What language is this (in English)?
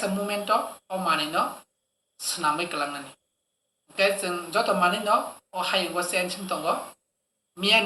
Kok Borok